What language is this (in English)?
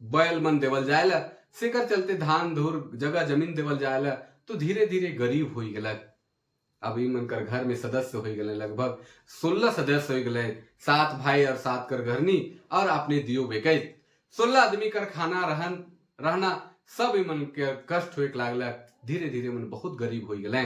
Sadri